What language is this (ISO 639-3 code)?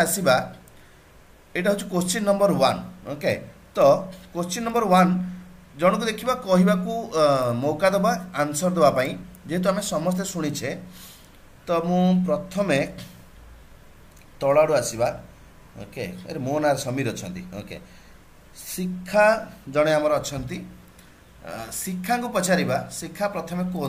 ori